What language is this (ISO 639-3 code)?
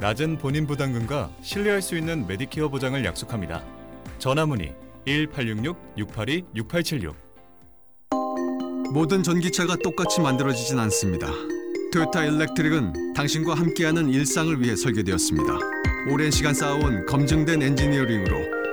kor